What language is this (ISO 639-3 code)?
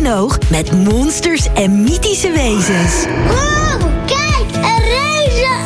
nld